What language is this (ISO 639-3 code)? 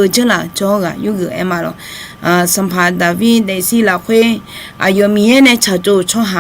ahk